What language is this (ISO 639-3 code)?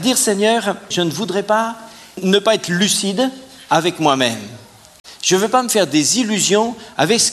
fra